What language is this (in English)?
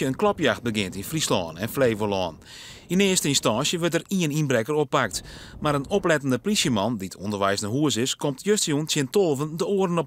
Western Frisian